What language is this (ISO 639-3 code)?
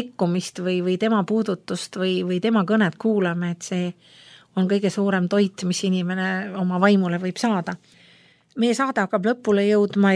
est